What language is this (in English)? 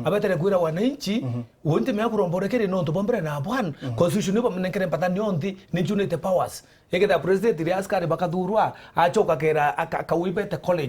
Meru